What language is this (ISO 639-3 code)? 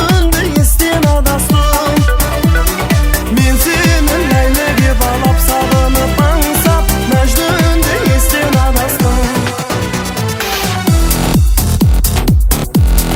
kaz